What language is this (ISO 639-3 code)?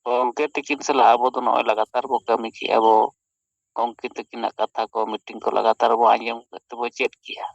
sat